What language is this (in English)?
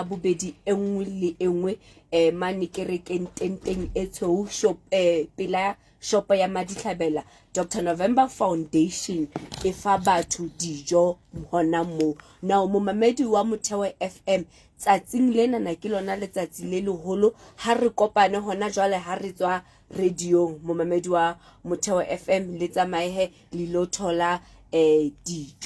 Southern Sotho